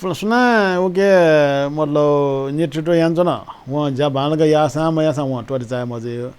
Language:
Newari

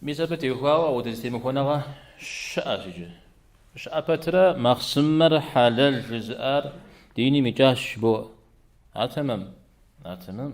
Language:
Kabardian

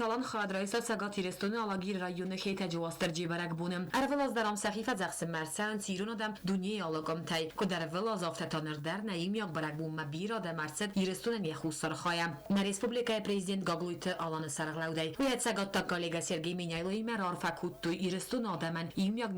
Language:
Ossetic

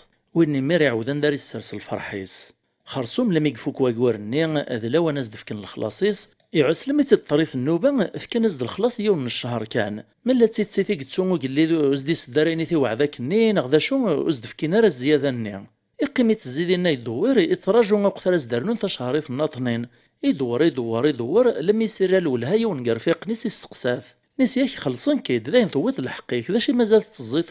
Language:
Kabyle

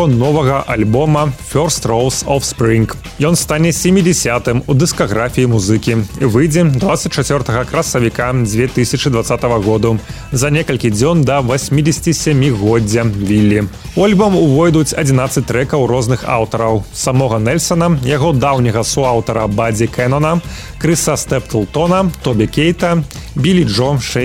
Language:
Belarusian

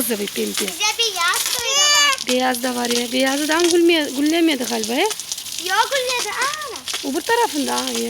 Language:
Crimean Tatar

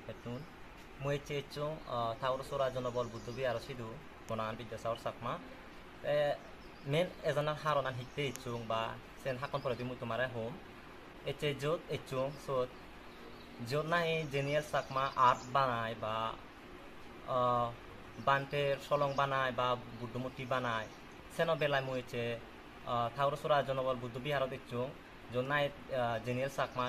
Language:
Chakma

